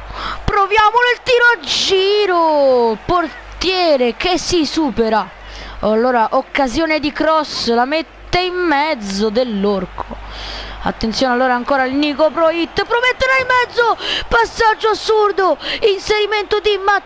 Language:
Italian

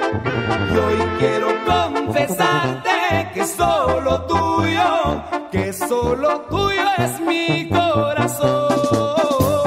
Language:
Spanish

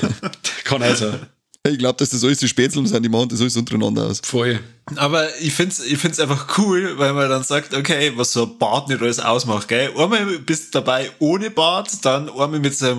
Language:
Bavarian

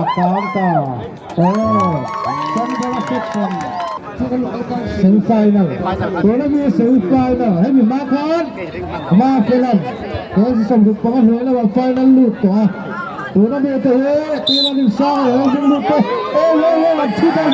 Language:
Mizo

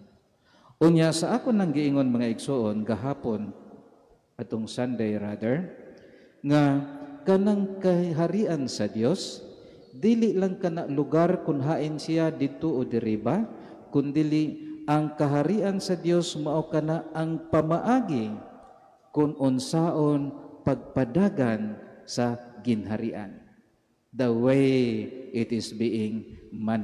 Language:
Cebuano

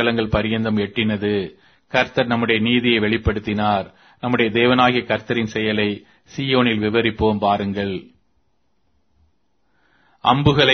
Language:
Tamil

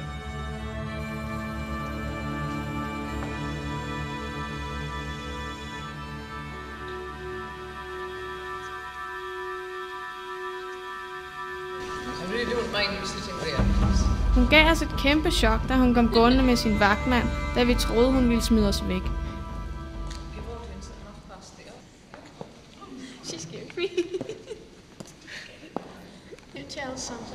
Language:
Danish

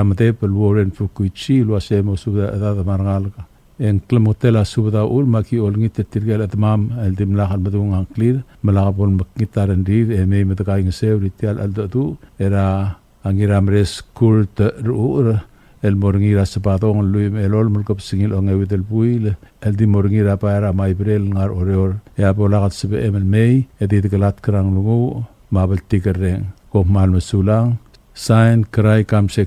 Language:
Palauan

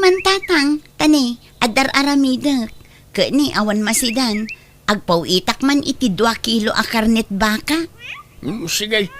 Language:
Iloko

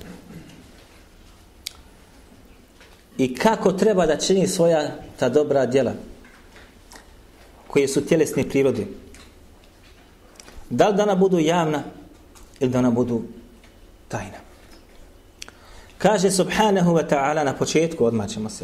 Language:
Bosnian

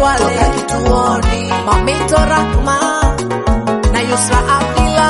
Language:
Swahili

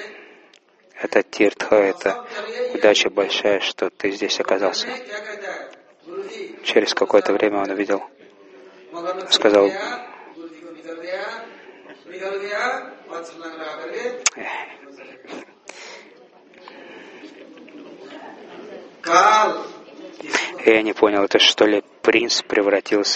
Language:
Russian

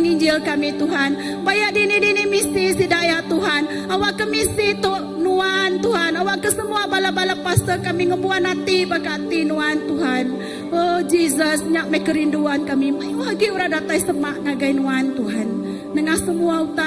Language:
Iban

